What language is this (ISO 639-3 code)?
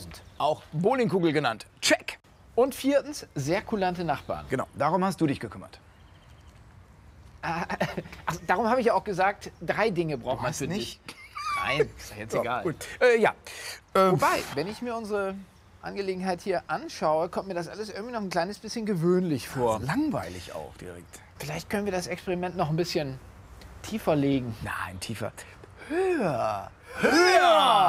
deu